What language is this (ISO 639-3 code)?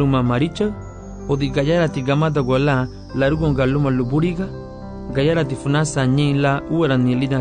cab